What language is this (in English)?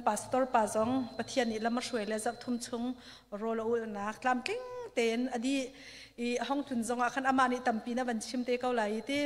Hakha Chin